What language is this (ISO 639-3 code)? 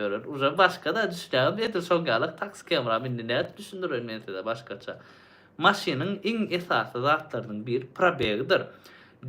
tuk